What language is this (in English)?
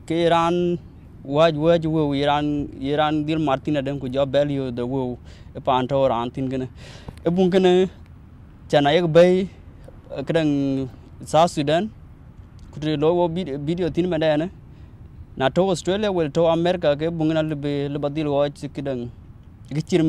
Dinka